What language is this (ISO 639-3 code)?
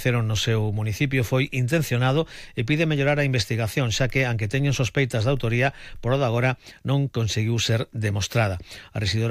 glg